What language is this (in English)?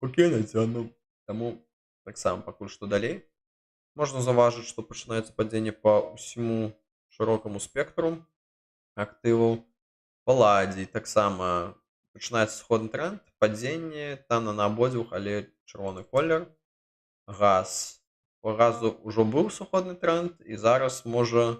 Belarusian